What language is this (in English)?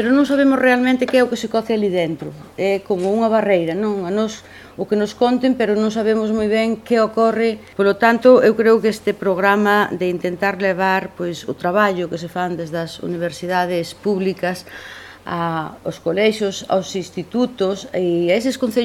Galician